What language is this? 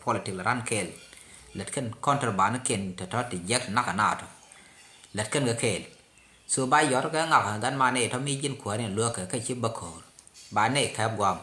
Nuer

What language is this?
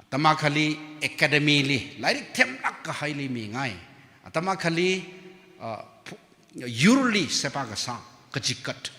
Tangkhul Naga (India)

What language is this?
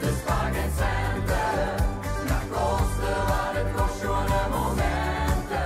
Limburgish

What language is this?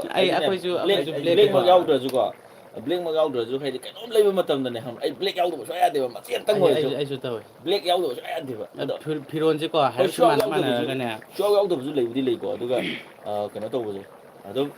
Manipuri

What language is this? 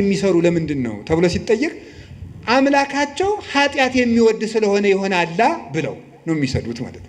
Amharic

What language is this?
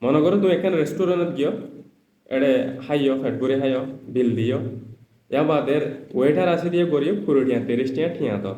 Rohingya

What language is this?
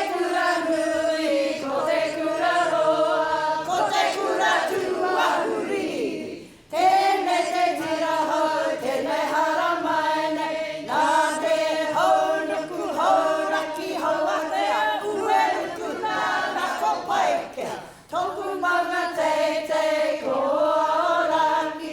Māori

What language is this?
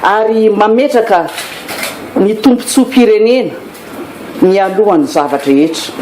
Malagasy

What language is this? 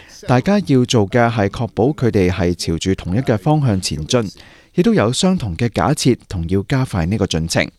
Cantonese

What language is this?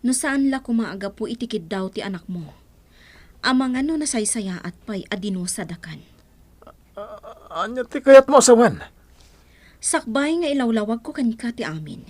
Iloko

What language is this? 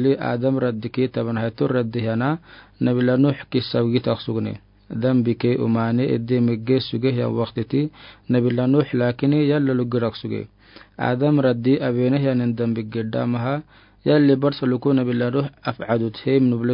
Afar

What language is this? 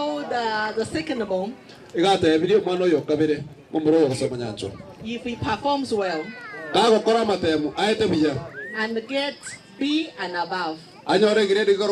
Gusii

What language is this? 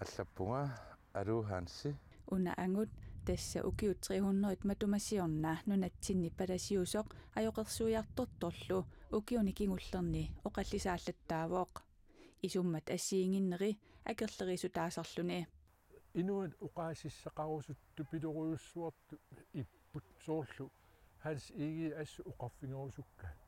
Kalaallisut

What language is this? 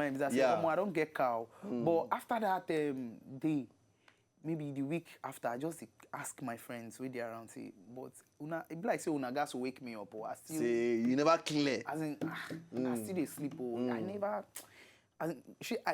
Nigerian Pidgin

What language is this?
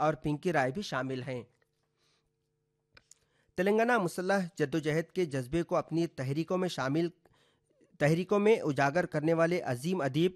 Urdu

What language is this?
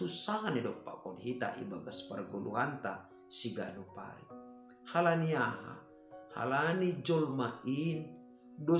Batak Simalungun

